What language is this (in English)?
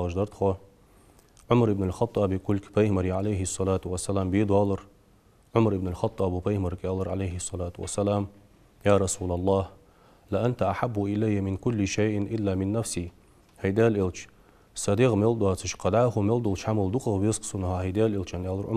Ingush